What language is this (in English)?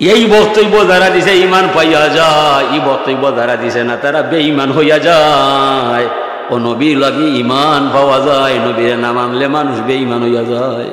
Sylheti